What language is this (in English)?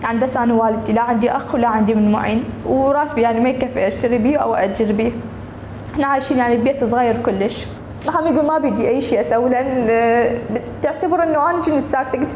Mesopotamian Arabic